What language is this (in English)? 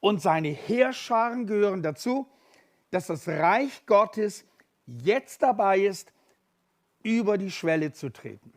Swiss German